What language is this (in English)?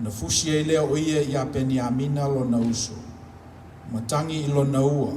Samoan